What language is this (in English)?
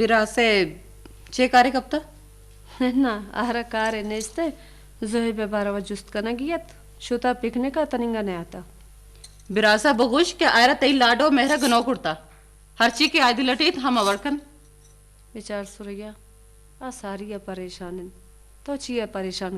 Eastern Balochi